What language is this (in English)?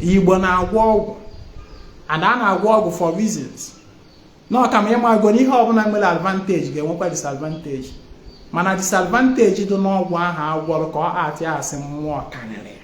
Igbo